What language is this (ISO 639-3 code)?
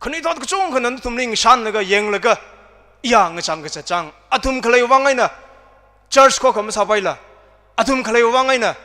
nmf